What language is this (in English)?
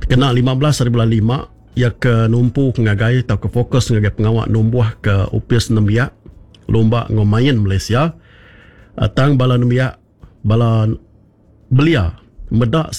Iban